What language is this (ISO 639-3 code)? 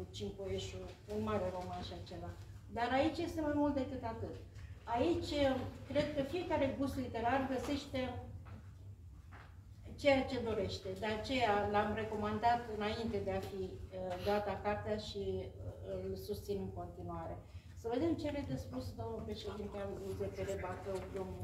ron